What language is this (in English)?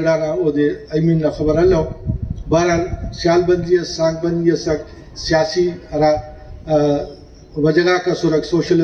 Brahui